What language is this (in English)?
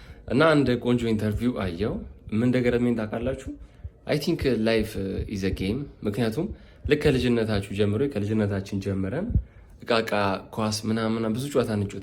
Amharic